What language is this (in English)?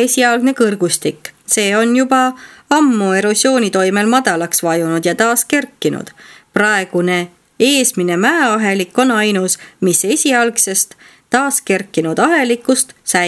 Estonian